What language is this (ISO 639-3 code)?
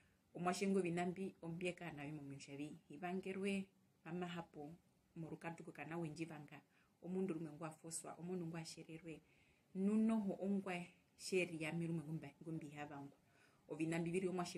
her